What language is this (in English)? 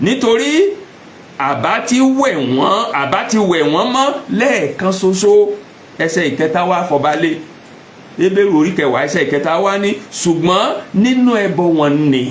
Yoruba